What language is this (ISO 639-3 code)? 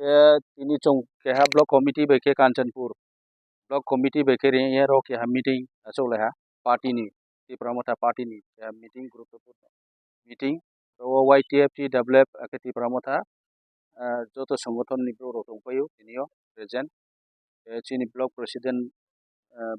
trp